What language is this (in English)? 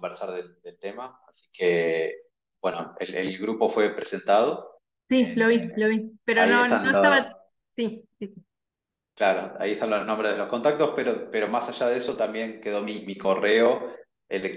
Spanish